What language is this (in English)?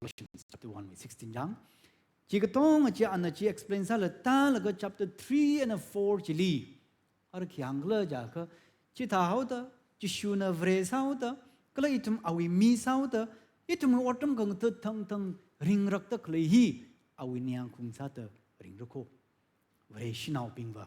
Tangkhul Naga (India)